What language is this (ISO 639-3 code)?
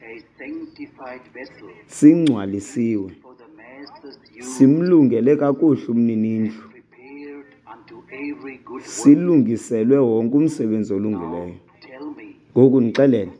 xho